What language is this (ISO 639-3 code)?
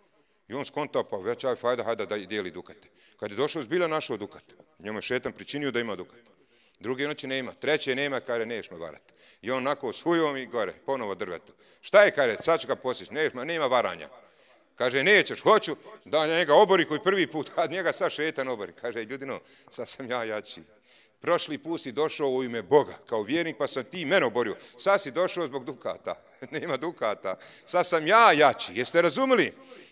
bos